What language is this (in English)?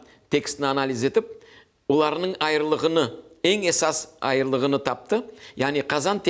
Crimean Tatar